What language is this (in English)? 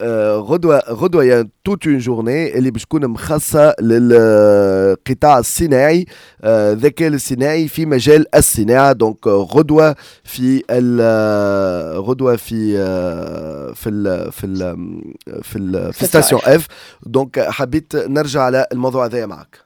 Tunisian Arabic